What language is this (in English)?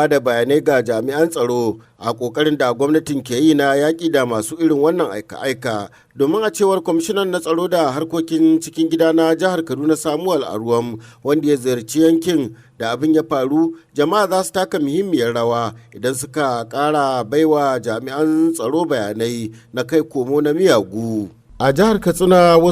Hausa